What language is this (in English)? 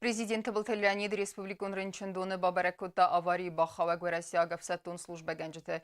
Ossetic